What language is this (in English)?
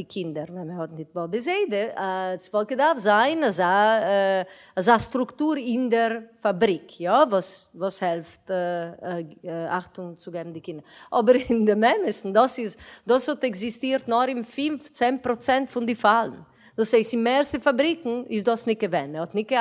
Yiddish